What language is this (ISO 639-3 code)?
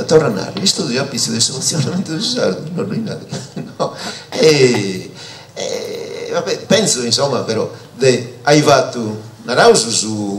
srd